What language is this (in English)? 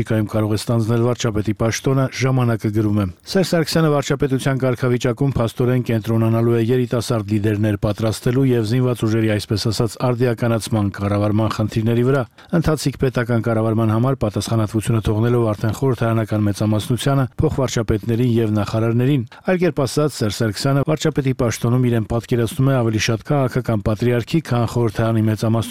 Armenian